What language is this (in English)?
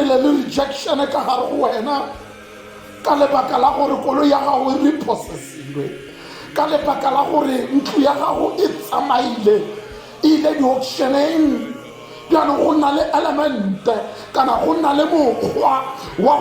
Tswana